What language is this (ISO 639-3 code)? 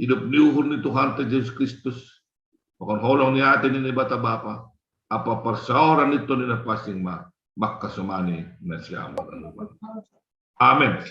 bts